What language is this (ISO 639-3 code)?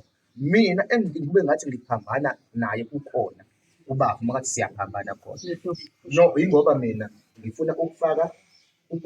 zul